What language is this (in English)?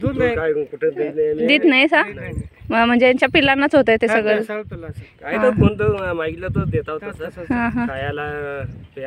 Marathi